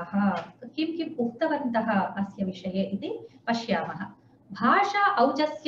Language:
Sanskrit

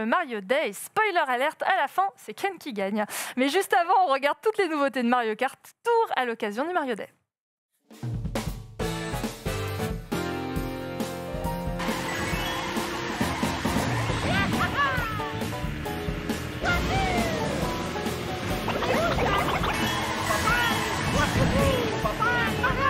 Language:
French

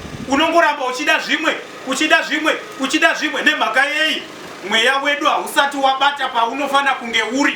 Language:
Shona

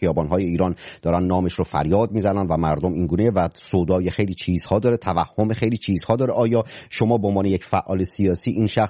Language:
Persian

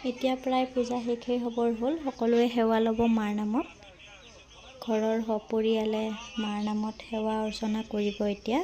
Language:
Assamese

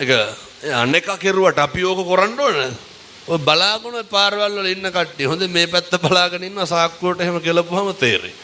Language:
Sinhala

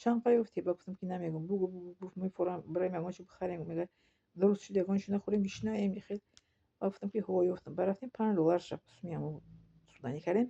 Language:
Tajik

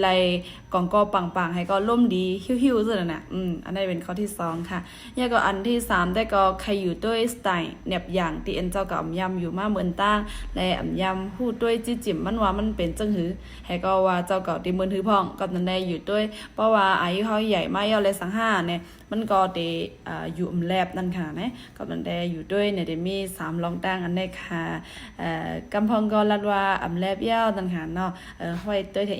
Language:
Shan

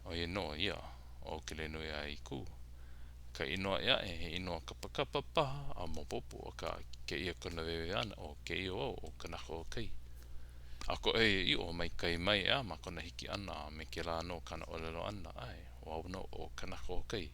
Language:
Hawaiian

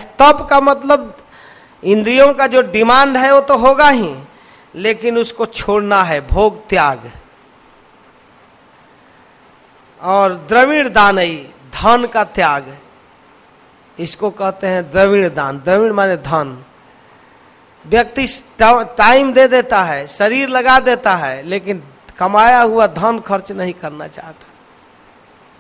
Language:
Hindi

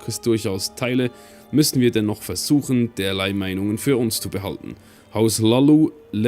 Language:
Swiss German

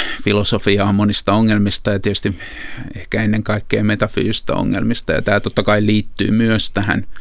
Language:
Finnish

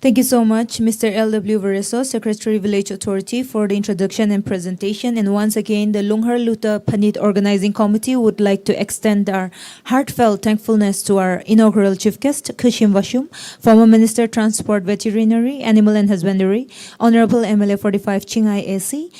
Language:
Tangkhul Naga (India)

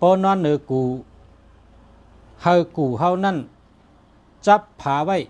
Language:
Shan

